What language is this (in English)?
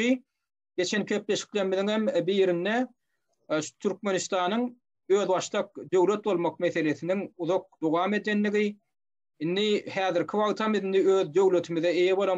Turkmen